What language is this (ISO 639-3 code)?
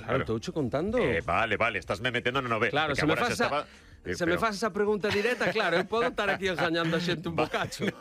glg